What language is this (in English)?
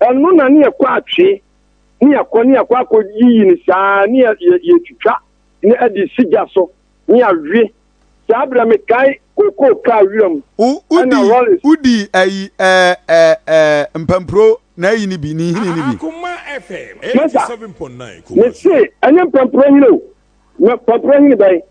Akan